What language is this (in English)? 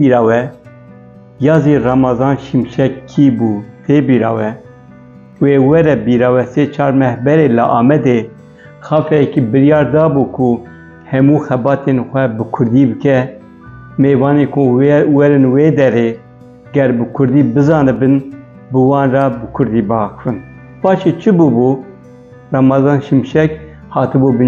Kurdish